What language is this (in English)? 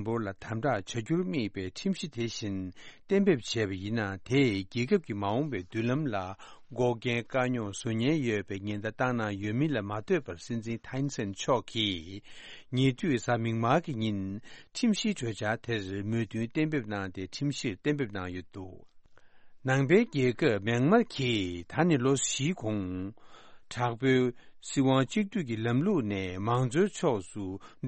Tibetan